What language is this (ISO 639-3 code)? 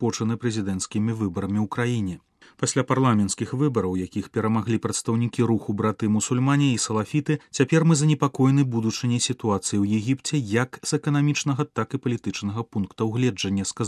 bel